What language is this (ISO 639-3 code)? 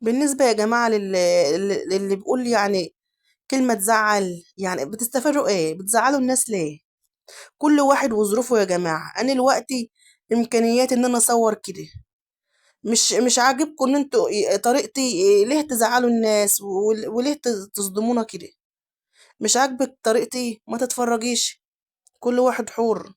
arz